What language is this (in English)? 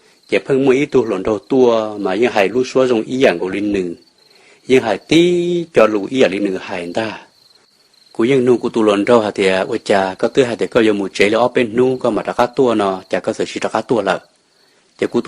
Hmong